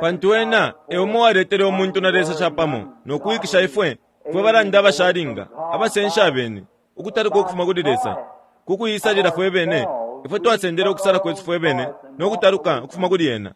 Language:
Bemba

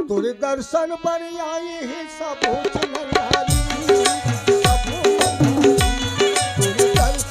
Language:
Chhattisgarhi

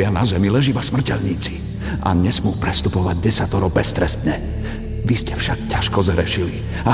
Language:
Slovak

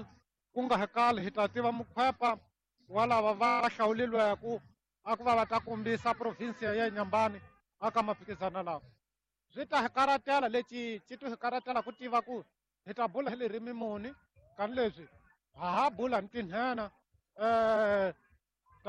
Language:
Tsonga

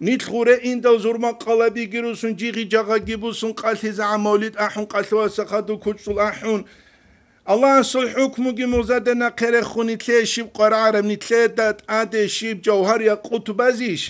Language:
Avaric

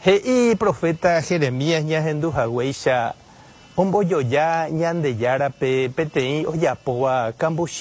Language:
Guarani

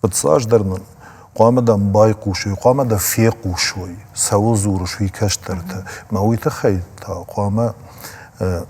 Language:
Ossetic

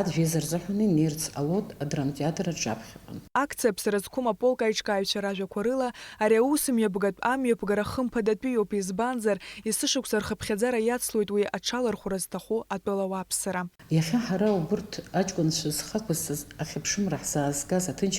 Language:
Abkhazian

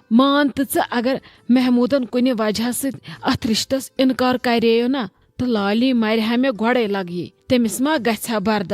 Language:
Kashmiri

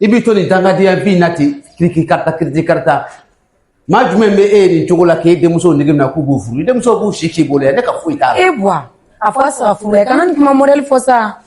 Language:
Bambara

